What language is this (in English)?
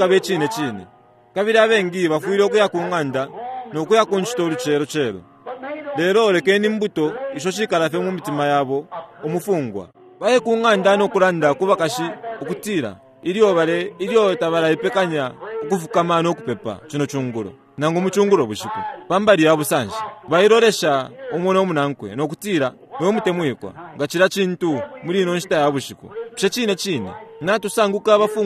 Bemba